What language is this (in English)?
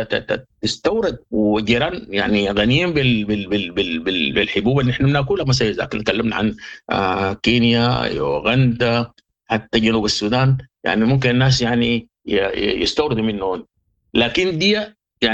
Sudanese Arabic